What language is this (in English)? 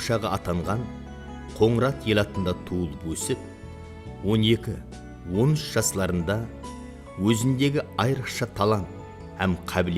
Kara-Kalpak